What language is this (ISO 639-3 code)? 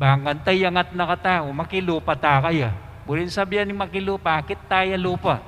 pam